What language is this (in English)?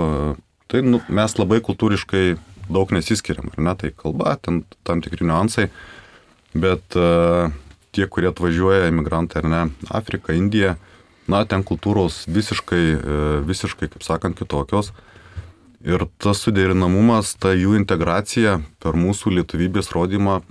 Lithuanian